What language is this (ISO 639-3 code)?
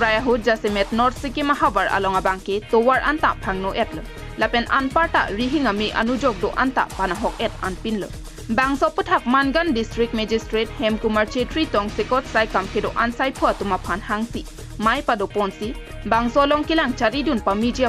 mjw